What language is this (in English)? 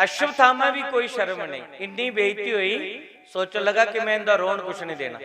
Dogri